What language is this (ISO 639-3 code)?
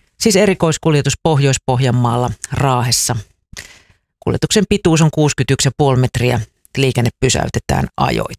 fin